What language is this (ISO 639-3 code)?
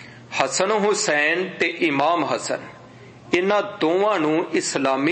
pan